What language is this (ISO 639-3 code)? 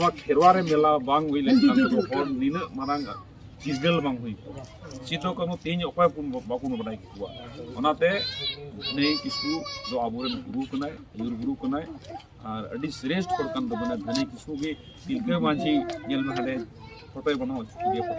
sat